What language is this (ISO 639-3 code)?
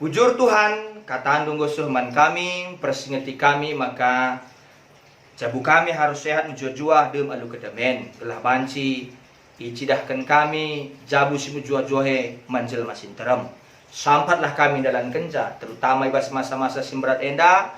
btx